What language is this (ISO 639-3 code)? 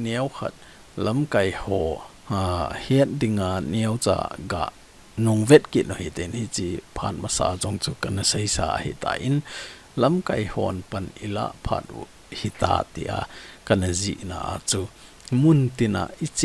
tcz